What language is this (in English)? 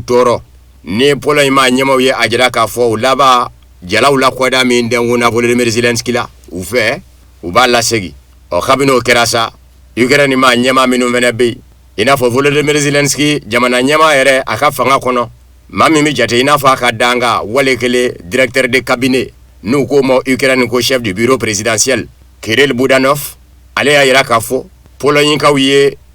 Bambara